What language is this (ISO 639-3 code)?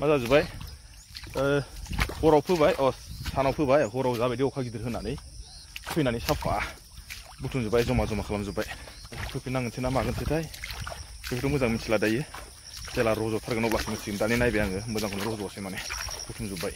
brx